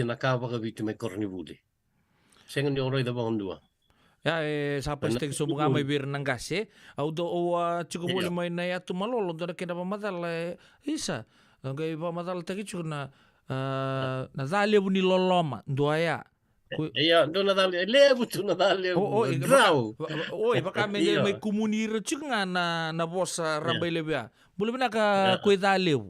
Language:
Fijian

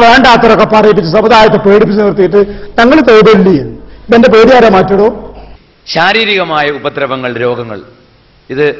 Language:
Malayalam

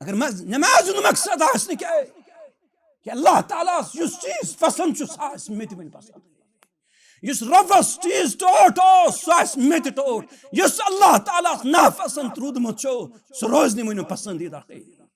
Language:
Kashmiri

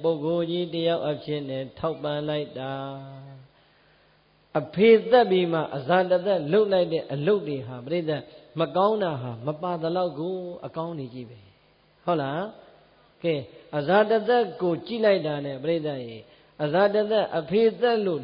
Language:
Burmese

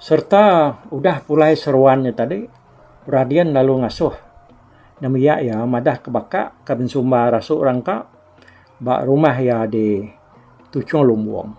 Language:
Iban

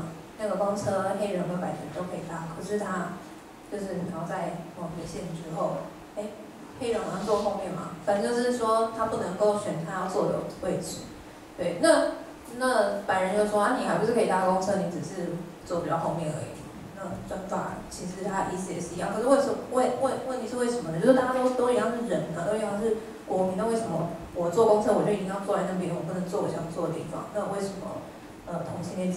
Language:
Chinese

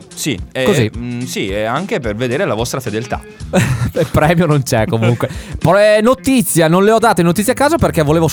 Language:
Italian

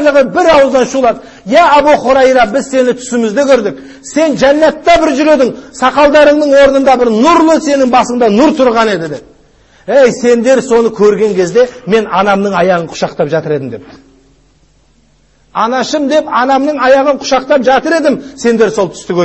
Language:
Kazakh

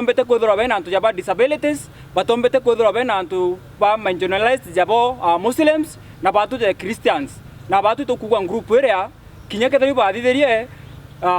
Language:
Meru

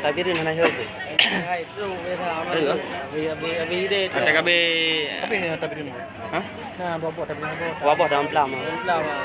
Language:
Achinese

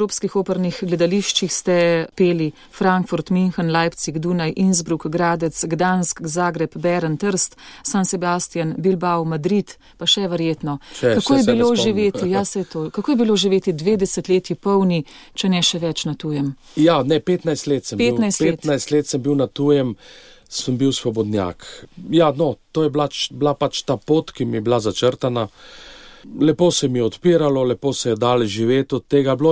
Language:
Slovenian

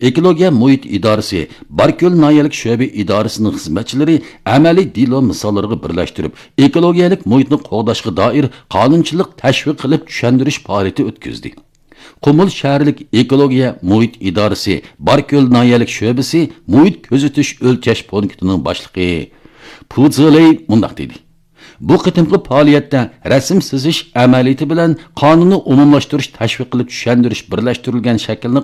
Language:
Uyghur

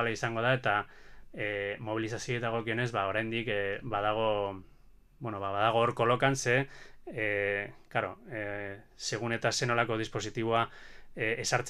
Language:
Basque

